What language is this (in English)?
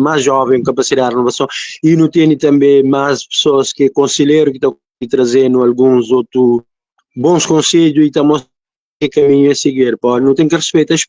Kabuverdianu